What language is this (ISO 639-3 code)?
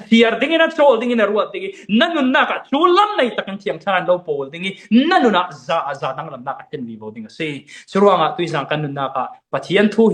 cfm